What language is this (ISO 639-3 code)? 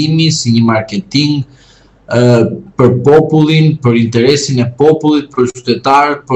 sqi